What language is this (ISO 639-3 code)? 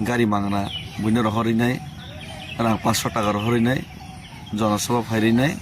trp